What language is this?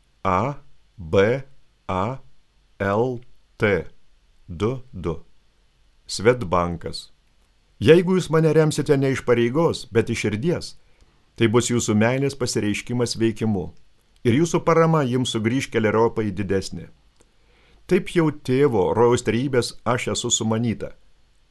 Lithuanian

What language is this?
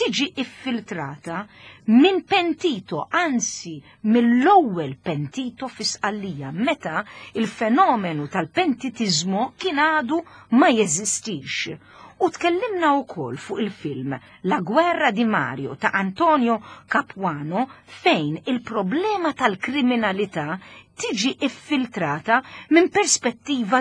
Maltese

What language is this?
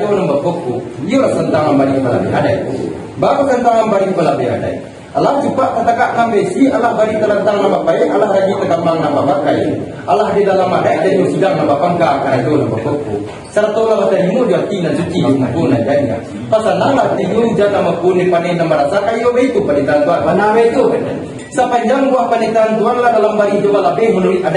Minangkabau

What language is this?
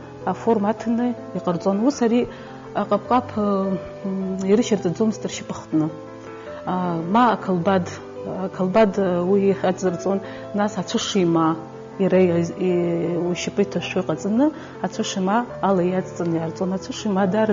Abkhazian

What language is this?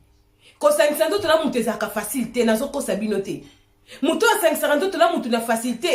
Lingala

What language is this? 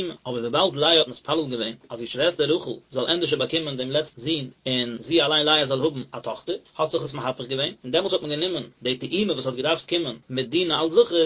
Yiddish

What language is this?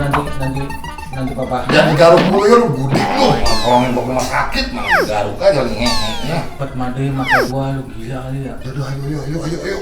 Betawi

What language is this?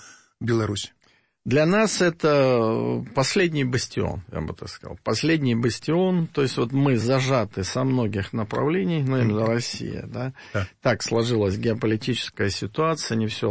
Russian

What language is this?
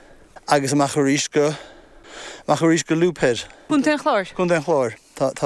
Irish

